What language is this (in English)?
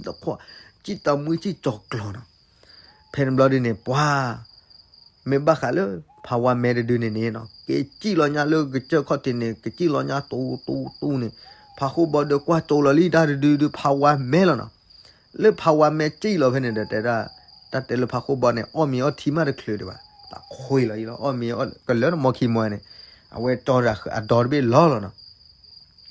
S'gaw Karen